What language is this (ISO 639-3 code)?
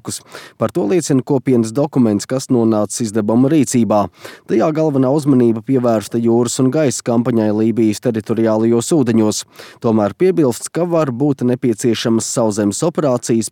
lav